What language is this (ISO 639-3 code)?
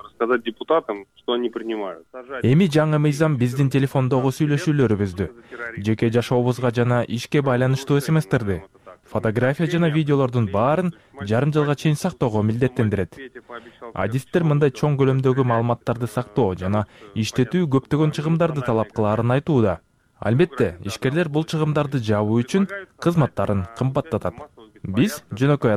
kir